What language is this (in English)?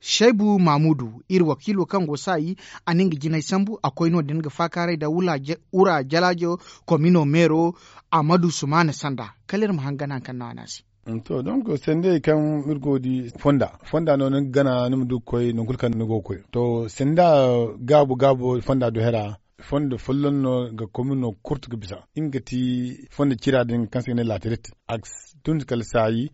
Zarma